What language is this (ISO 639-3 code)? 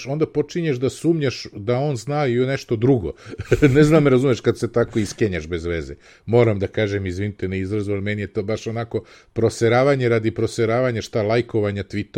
srp